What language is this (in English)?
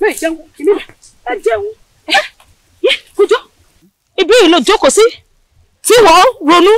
Yoruba